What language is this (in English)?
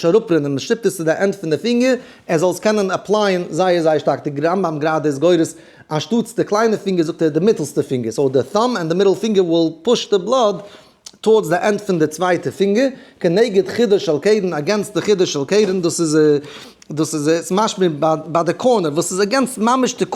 Yiddish